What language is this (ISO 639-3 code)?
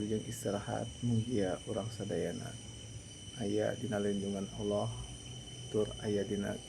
sun